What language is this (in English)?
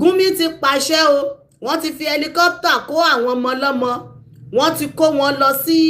Yoruba